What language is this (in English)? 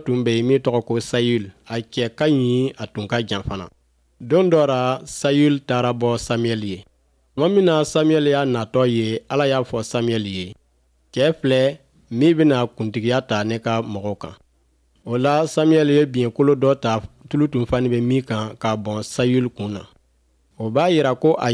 Bambara